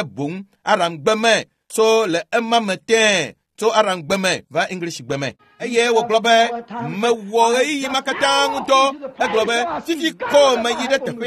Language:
Ewe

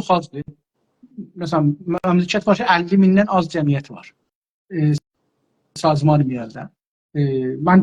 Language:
South Azerbaijani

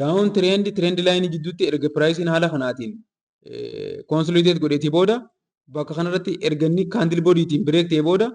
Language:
Oromo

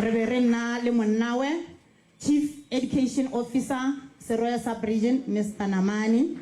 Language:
Tswana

